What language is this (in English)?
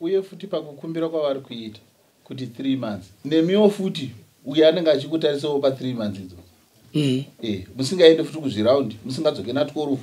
Shona